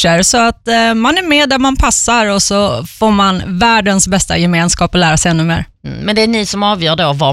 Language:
Swedish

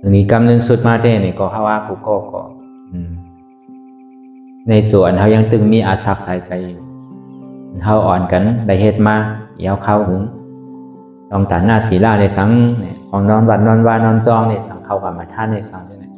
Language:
Shan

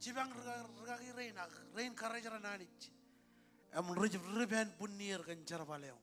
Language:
Marshallese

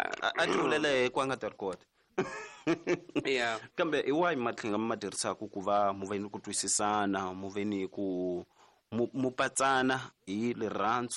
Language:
Tsonga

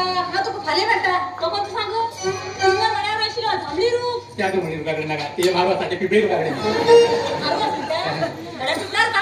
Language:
Konkani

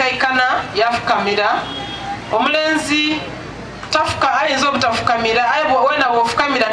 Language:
Soga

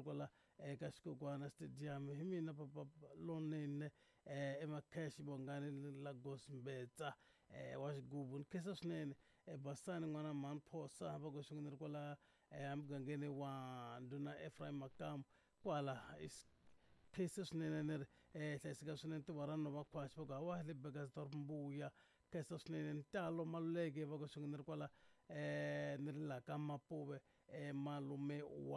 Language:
Tsonga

